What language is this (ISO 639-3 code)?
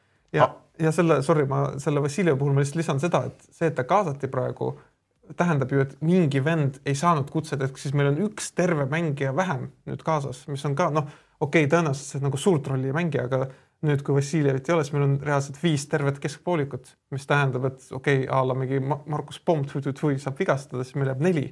est